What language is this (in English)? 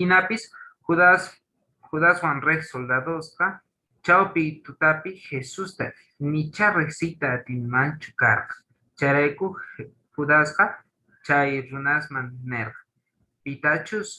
Quechua